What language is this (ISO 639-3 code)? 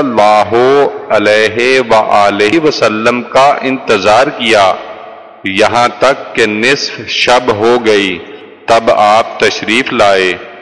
urd